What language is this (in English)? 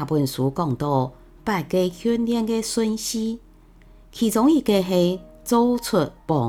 Hakka Chinese